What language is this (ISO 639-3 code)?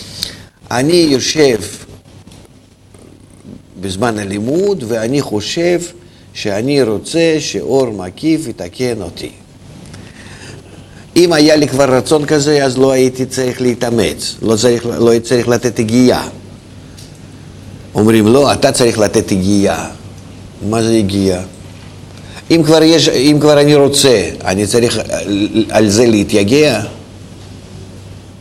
heb